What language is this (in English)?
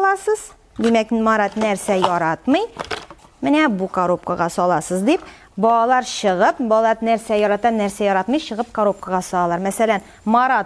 Tatar